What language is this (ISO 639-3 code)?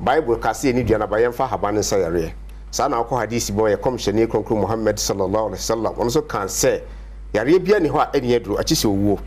aka